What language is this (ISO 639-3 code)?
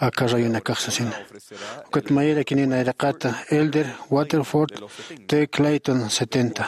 aym